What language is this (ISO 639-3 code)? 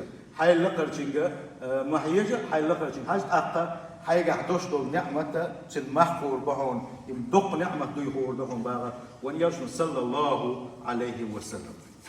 che